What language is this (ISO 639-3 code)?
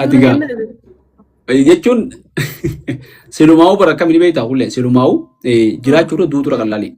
orm